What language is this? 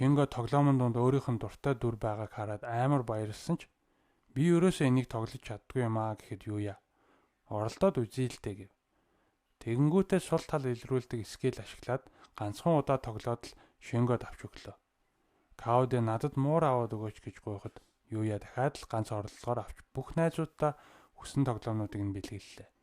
Mongolian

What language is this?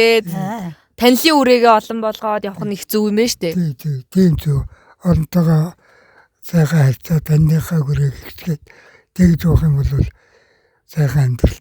Mongolian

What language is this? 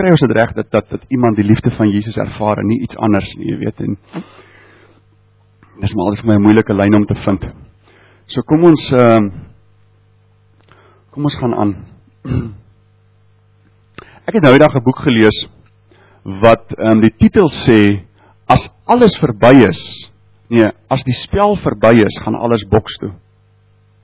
Afrikaans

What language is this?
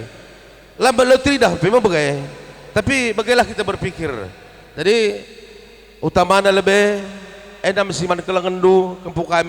Batak Karo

